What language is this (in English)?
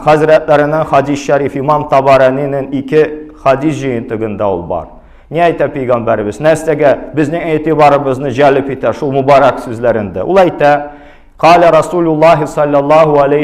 Tatar